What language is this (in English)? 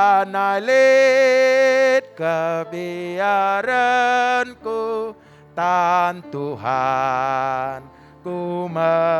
Batak Karo